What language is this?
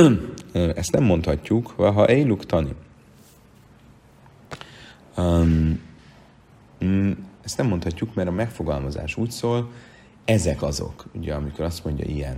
Hungarian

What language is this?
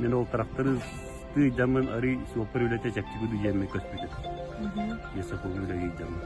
Yakut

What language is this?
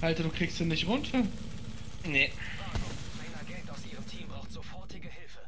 Swiss German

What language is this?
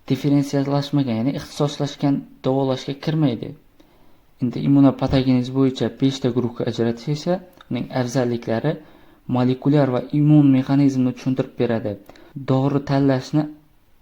Uzbek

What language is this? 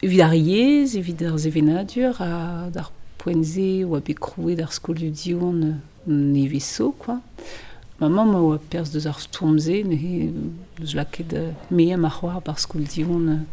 Breton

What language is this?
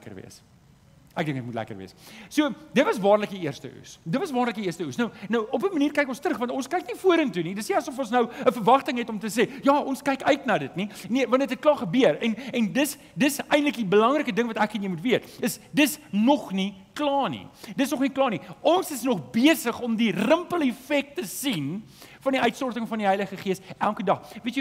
Afrikaans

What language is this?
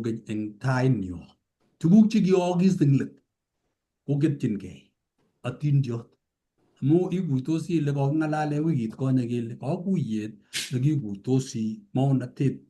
Kalenjin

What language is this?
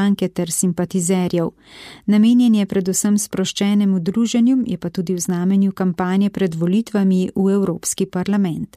Slovenian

